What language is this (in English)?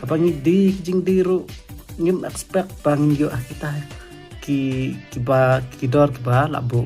Khasi